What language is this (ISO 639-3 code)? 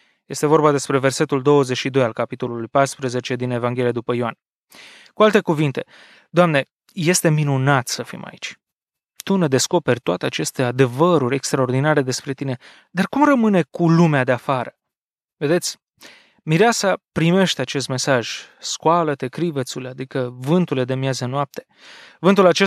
ron